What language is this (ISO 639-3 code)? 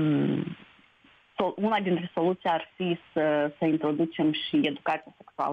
ron